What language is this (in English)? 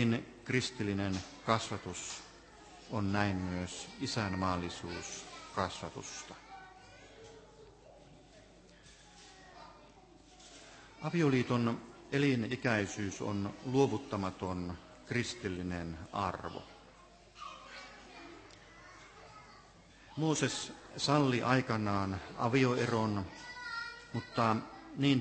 Finnish